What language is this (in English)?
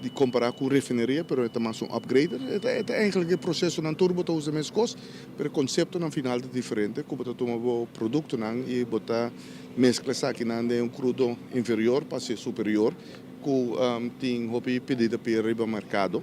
Papiamento